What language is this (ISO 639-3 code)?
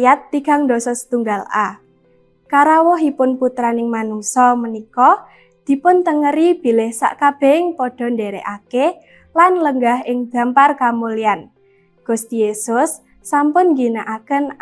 jav